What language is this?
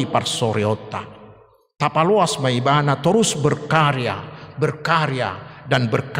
Batak Toba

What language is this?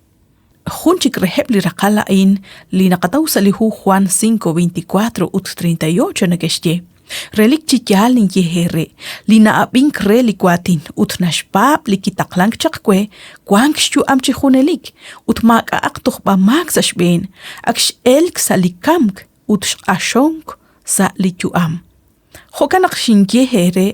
Kekchí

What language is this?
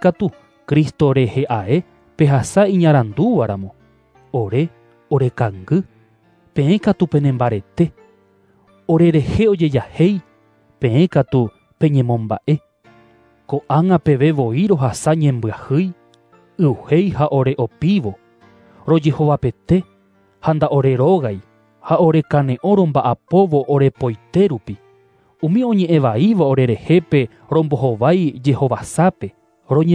Guarani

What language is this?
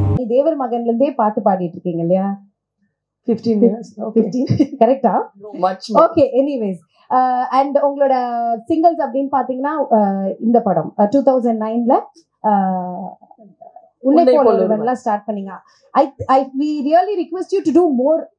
Tamil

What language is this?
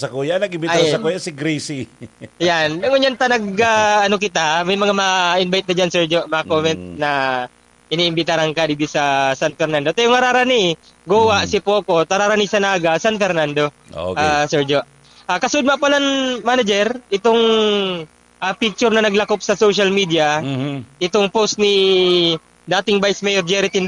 Bikol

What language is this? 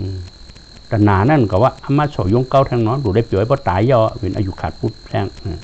Shan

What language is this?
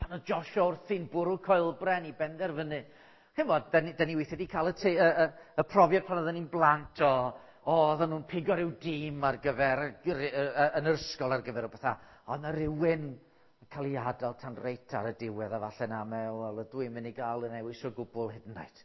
Welsh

